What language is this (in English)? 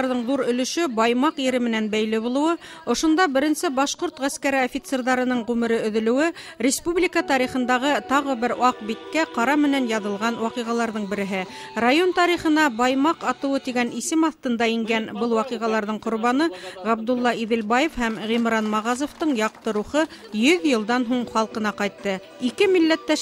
Bashkir